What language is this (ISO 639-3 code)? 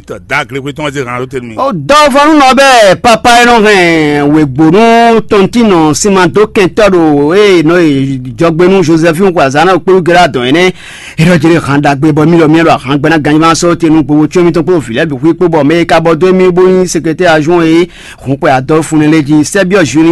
fon